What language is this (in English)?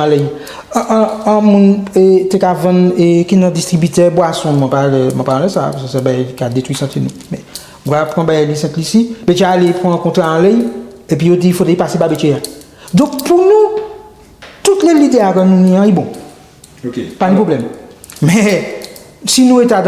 Guadeloupean Creole French